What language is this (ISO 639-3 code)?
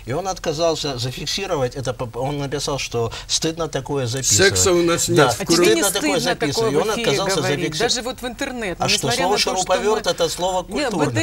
rus